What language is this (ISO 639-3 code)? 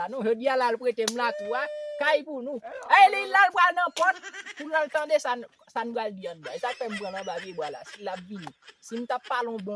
hat